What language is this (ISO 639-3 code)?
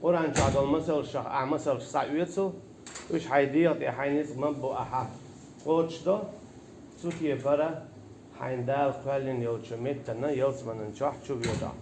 che